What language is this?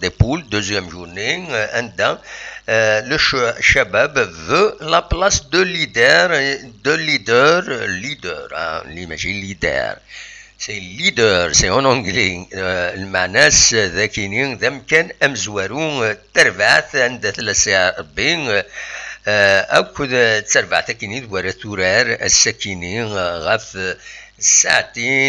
Kabyle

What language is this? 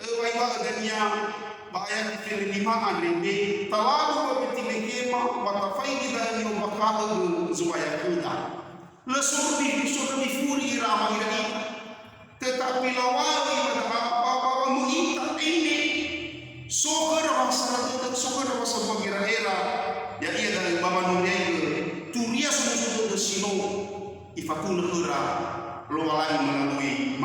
Nias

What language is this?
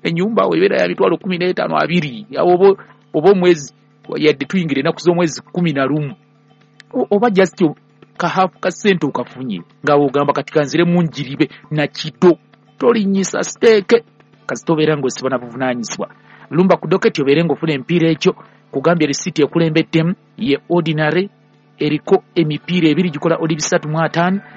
Ganda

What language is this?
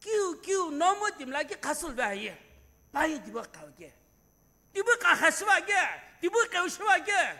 Sumi Naga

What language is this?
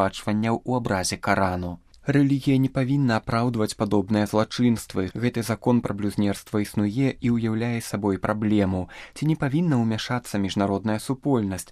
Belarusian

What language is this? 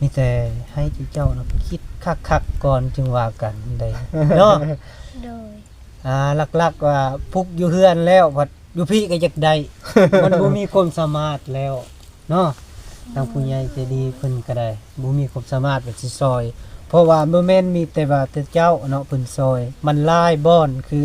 Lao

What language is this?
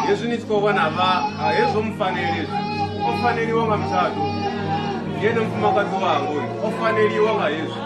Venda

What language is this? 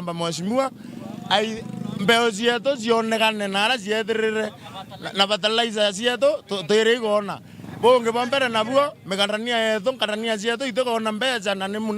Meru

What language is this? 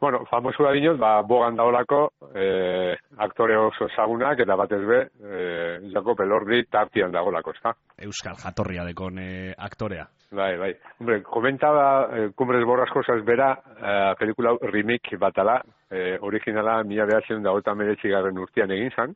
Basque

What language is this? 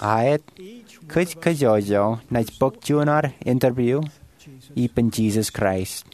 Marshallese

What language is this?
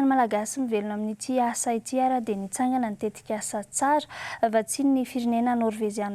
Malagasy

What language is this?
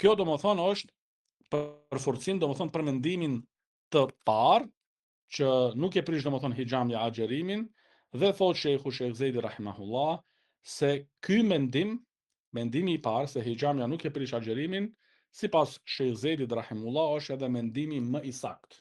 Albanian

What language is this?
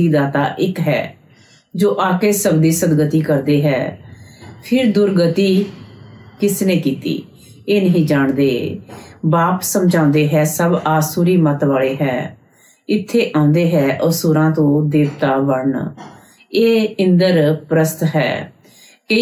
Punjabi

